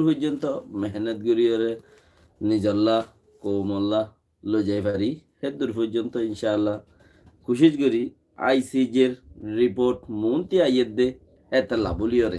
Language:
Rohingya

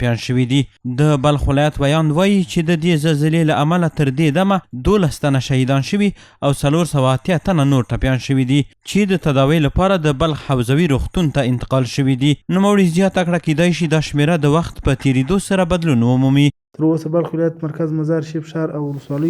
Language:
Pashto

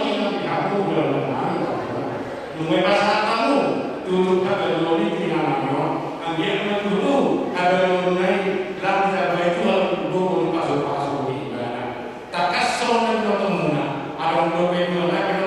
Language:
Batak Toba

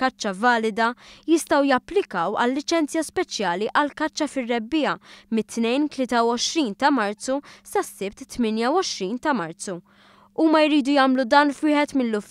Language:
Maltese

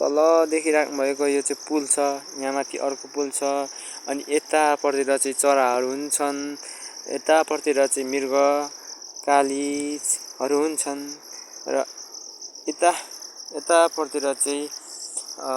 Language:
Nepali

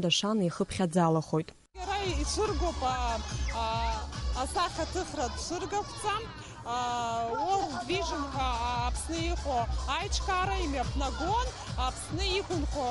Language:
Abkhazian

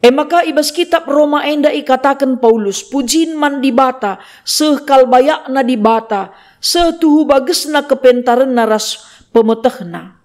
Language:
Batak Karo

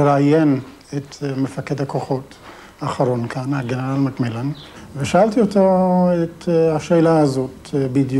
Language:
Hebrew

